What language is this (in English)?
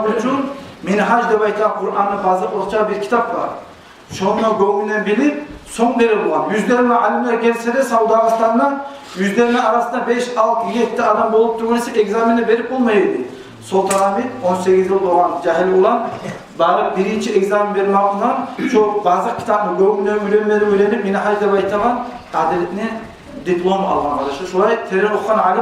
Kumyk